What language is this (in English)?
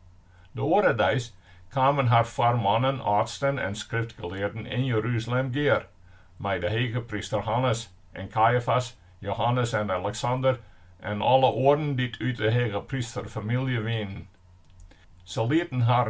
Western Frisian